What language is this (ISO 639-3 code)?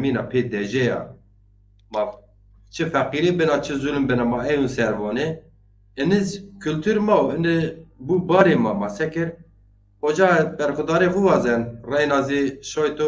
zza